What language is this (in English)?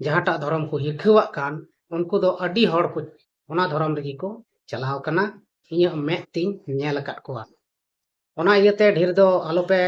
Santali